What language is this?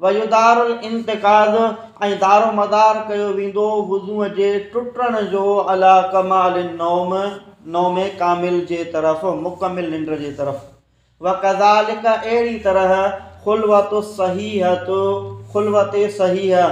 Sindhi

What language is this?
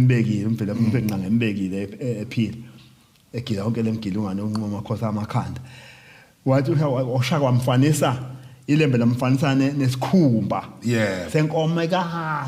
Zulu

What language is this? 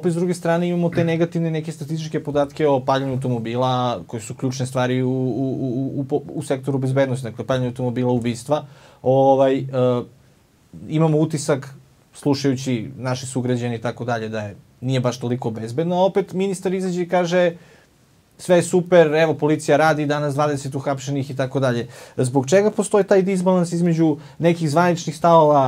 Serbian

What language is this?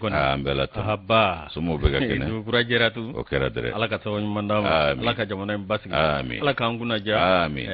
Bambara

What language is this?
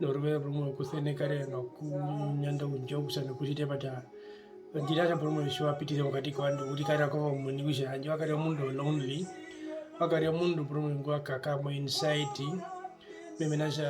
Herero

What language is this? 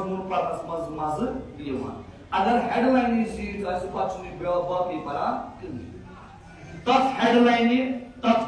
Kashmiri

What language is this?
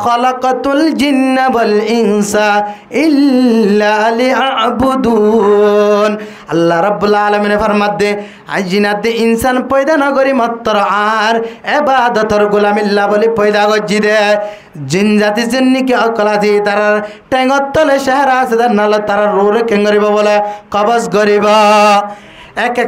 Rohingya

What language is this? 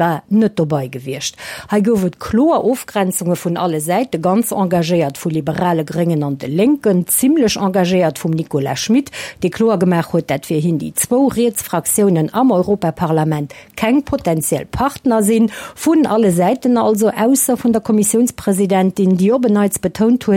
Luxembourgish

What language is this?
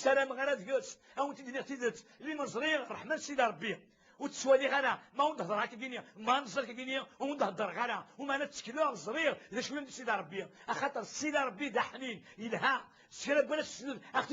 Kabyle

